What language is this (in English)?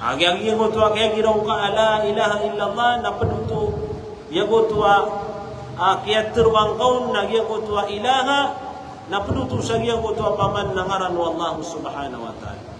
Maranao